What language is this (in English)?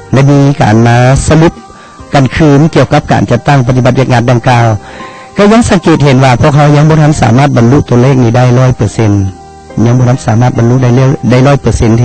Lao